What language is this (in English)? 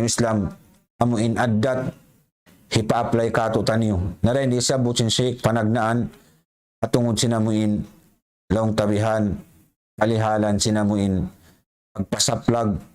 Tausug